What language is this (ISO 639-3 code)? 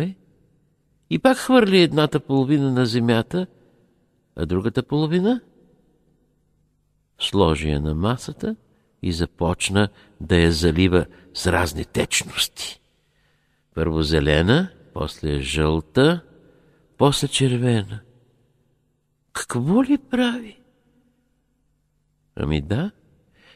bul